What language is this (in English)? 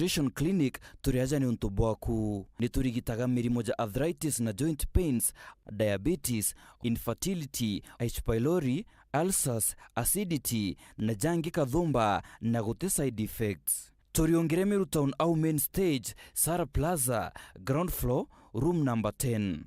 Meru